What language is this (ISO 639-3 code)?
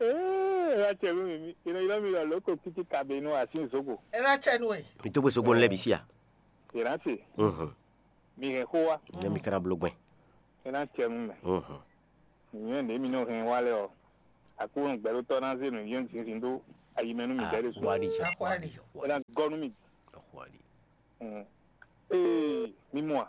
fon